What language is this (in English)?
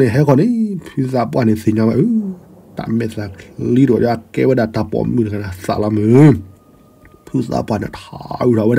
S'gaw Karen